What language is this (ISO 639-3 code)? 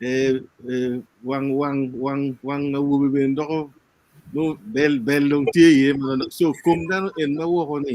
ach